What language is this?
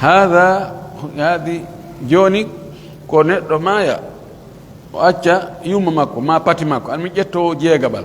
Pular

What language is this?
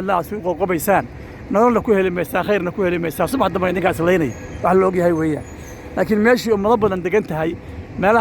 Somali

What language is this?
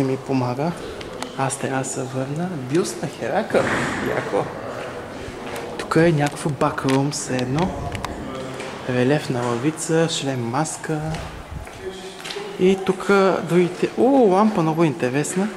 Bulgarian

